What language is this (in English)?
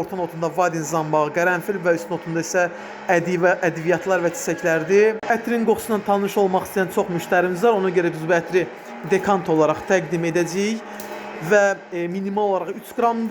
Azerbaijani